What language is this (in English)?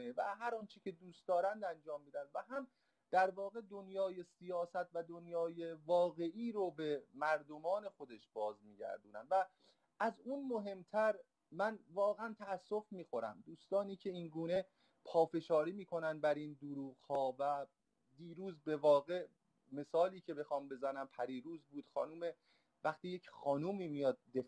Persian